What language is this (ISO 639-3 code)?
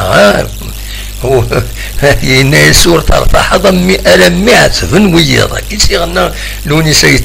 kab